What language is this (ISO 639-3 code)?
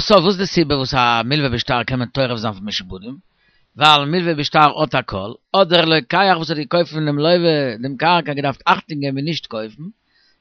yid